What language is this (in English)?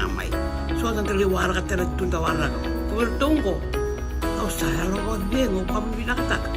Fijian